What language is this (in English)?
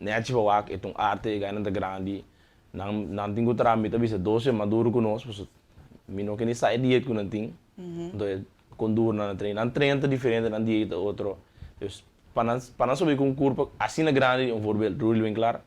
Papiamento